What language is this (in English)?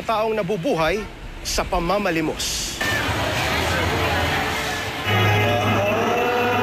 Filipino